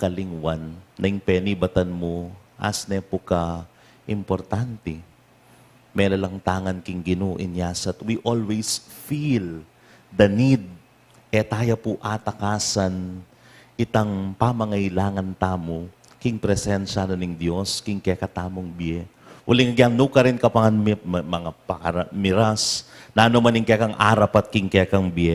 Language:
Pampanga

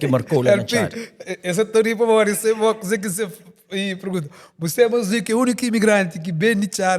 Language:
Kabuverdianu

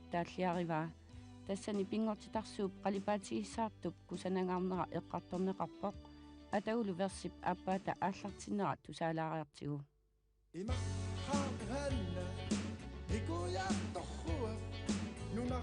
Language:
Kalaallisut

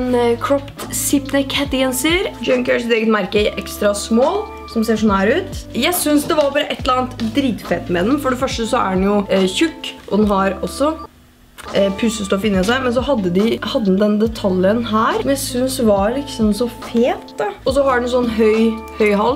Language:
Norwegian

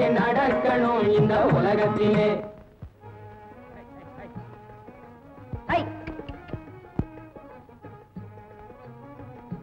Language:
Tamil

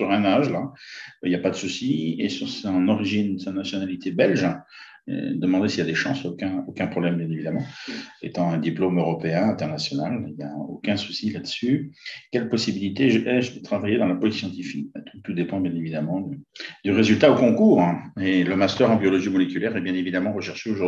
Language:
French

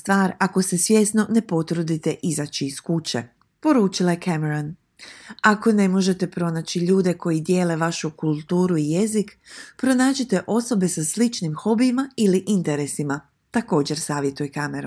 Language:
Croatian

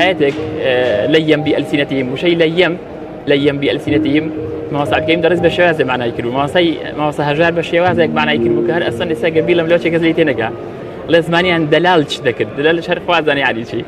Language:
Central Kurdish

